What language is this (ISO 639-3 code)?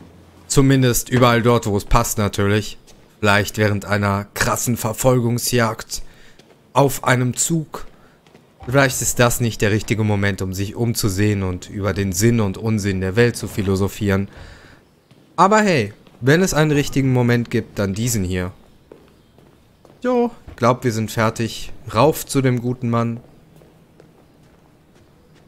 deu